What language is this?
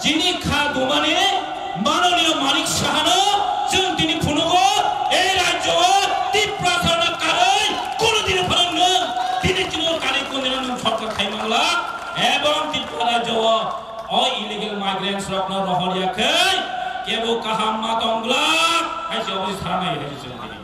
Kok Borok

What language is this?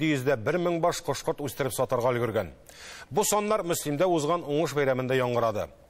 Tatar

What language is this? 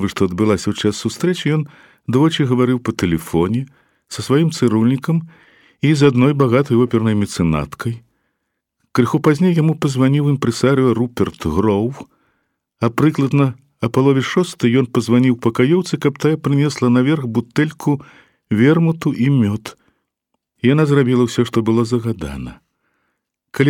Belarusian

